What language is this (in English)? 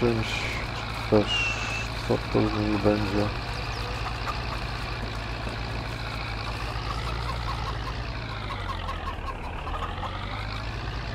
Polish